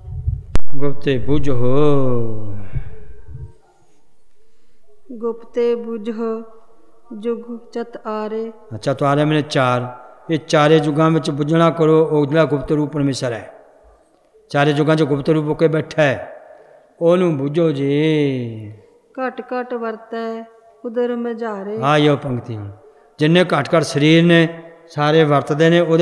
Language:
Punjabi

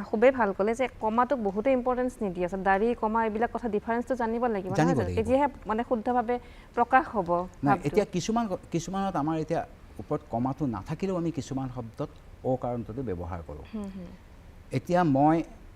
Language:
Assamese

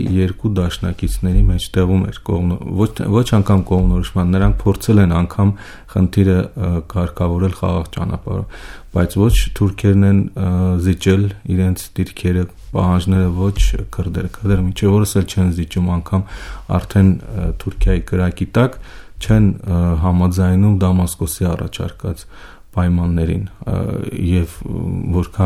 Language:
Armenian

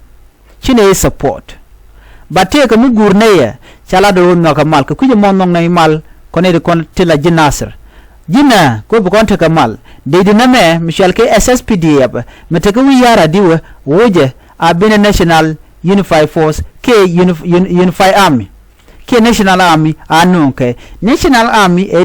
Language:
Nuer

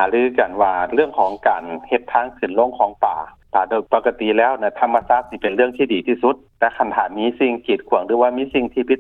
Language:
Lao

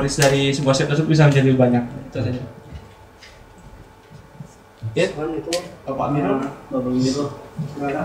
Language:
Indonesian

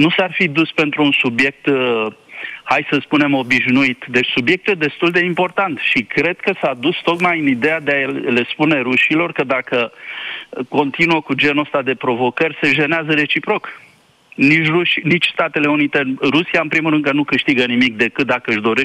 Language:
Romanian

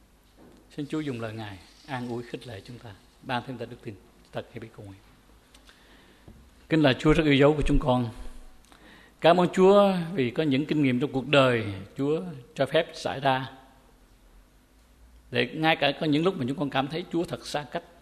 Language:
Vietnamese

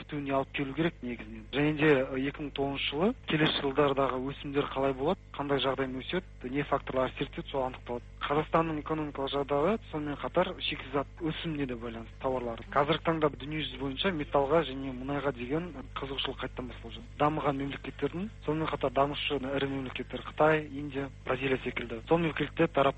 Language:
Kazakh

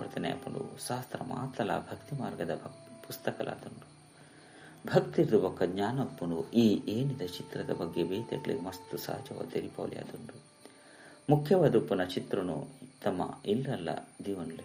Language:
Tulu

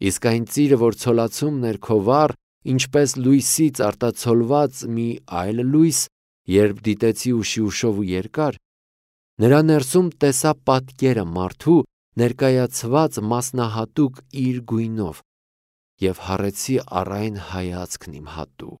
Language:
Armenian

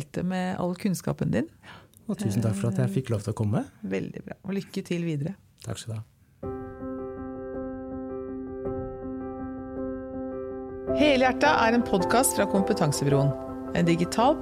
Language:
Norwegian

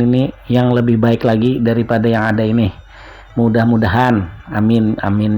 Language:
Banjar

